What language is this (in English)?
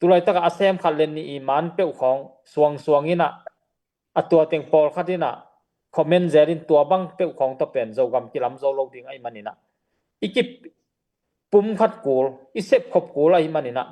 Tedim Chin